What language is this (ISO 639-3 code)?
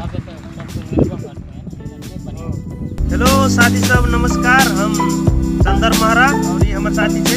mai